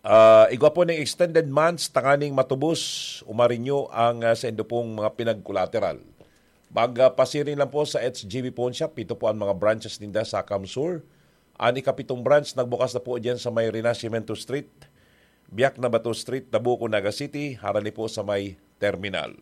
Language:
Bikol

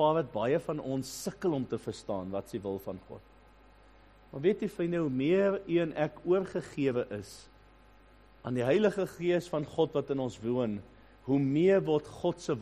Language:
Afrikaans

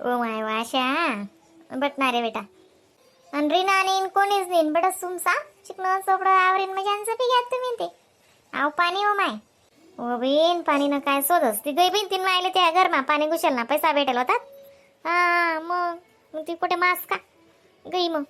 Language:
Khandesi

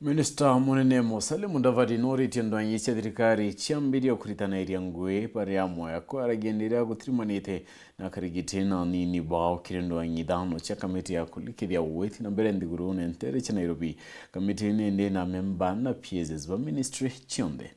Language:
Meru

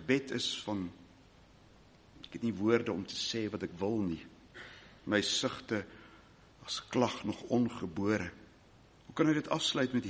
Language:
Afrikaans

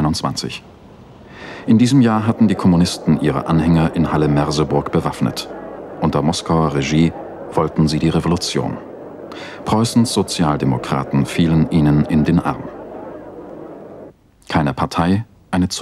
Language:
German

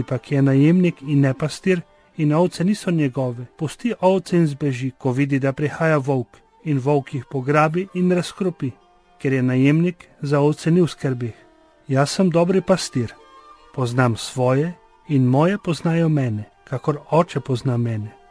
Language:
Slovenian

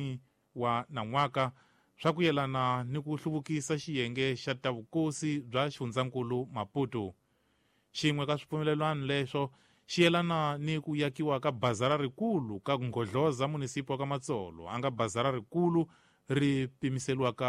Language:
Tsonga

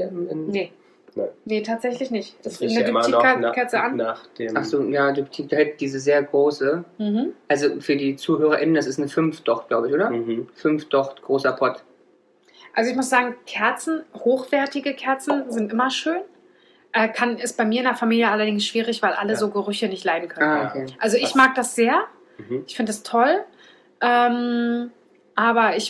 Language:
German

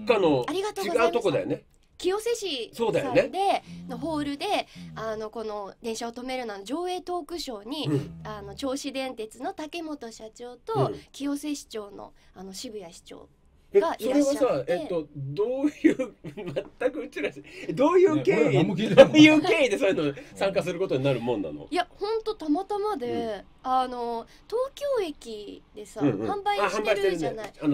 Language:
Japanese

